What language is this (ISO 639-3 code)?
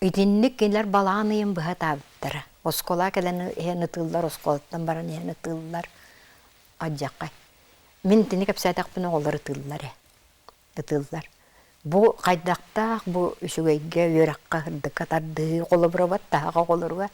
sah